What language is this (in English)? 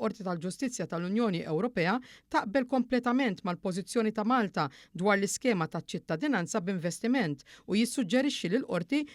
Maltese